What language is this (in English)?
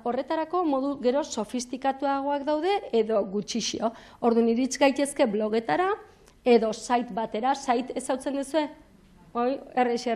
Basque